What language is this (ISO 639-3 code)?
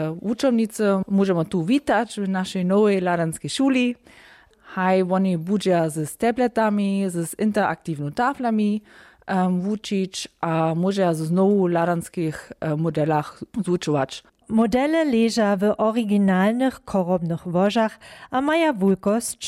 hsb